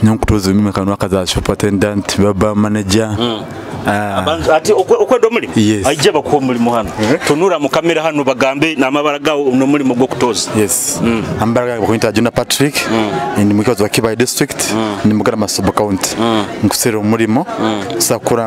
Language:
Nyoro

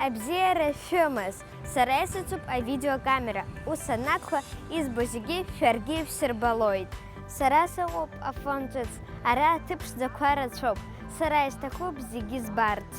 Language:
Abkhazian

